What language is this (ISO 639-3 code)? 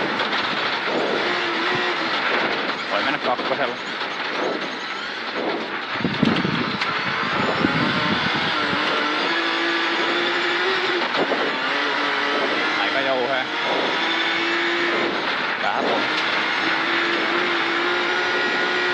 fin